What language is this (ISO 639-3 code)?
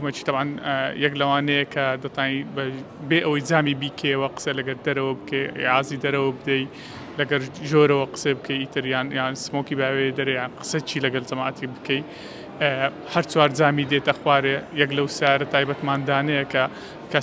ckb